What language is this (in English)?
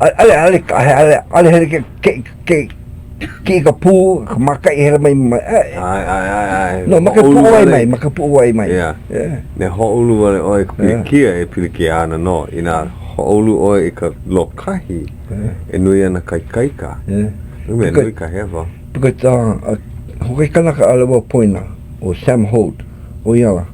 Hawaiian